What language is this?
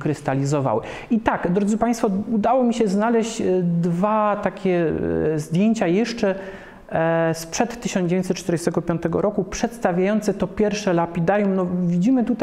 Polish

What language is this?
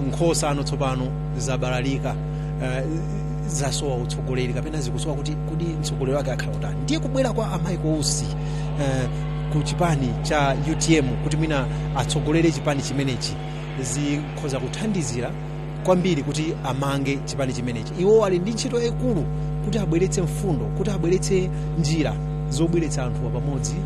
Nyanja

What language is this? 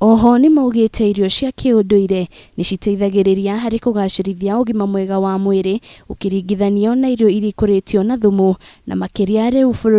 Kikuyu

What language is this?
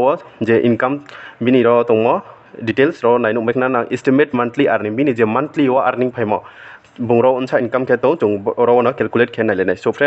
Riang (India)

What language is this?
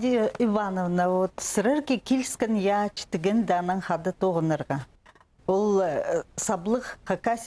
Khakas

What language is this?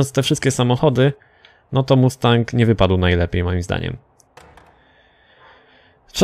Polish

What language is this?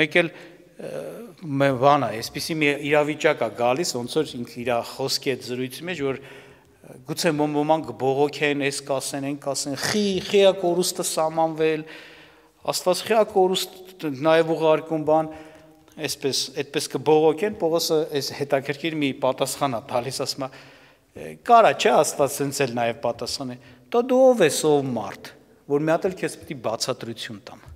Armenian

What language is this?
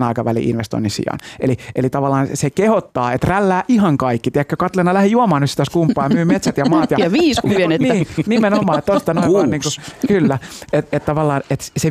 Finnish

